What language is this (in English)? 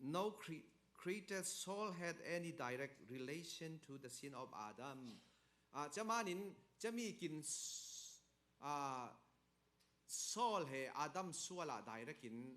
Falam Chin